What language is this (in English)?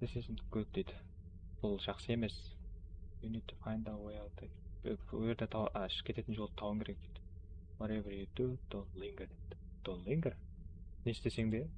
Kara-Kalpak